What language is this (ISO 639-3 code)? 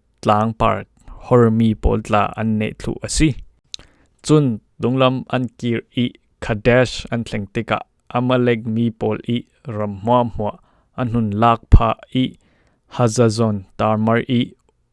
cfm